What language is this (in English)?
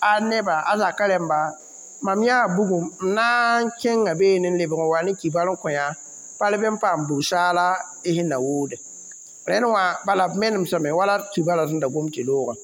Mossi